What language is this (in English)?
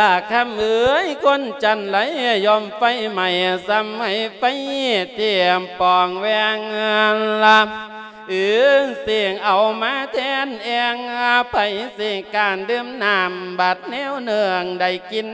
Lao